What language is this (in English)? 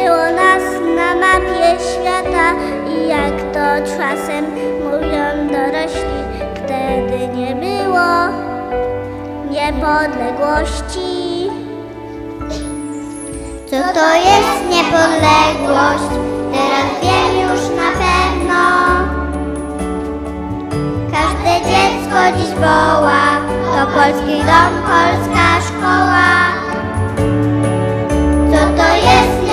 Polish